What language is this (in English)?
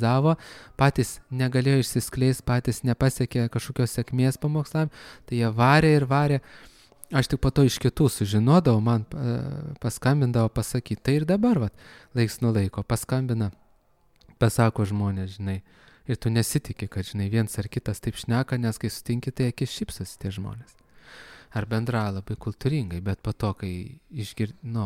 Lithuanian